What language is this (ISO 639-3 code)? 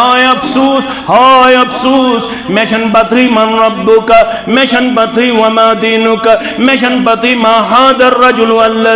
kas